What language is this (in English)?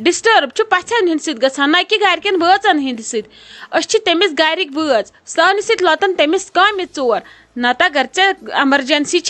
Kashmiri